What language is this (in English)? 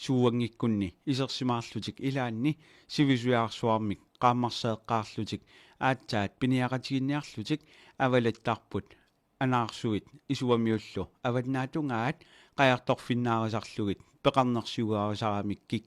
Kalaallisut